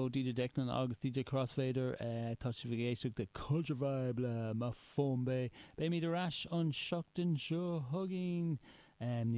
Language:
Irish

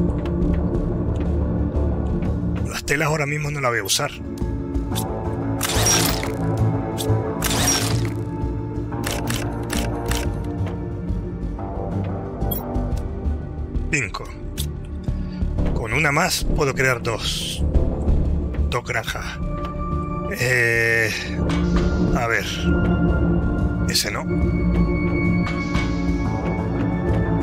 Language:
Spanish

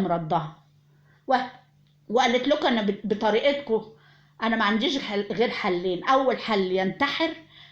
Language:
Egyptian Arabic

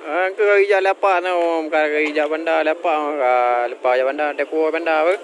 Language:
Achinese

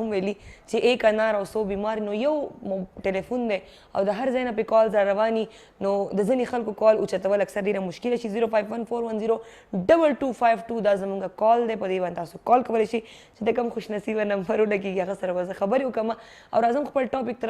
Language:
Pashto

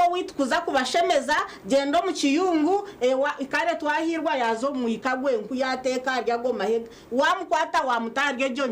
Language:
Nyankole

